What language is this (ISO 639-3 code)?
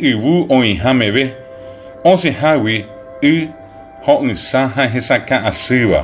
grn